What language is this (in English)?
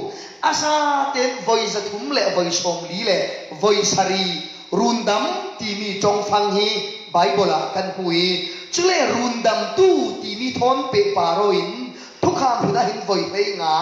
Falam Chin